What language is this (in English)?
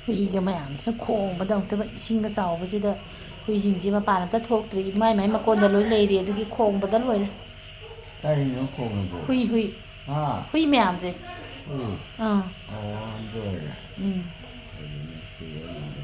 Manipuri